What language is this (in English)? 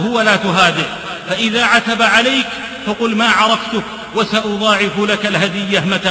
Arabic